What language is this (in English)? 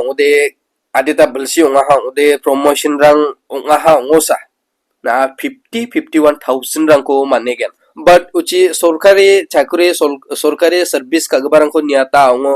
Garo